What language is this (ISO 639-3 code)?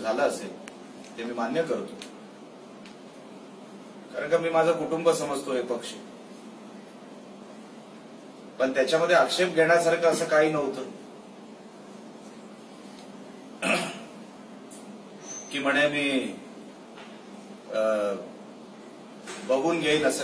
mar